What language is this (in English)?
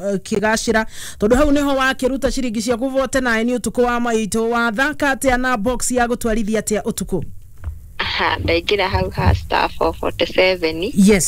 Kikuyu